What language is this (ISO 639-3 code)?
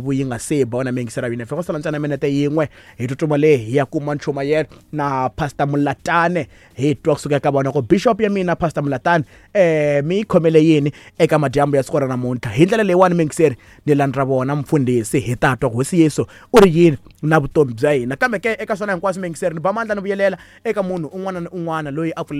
tso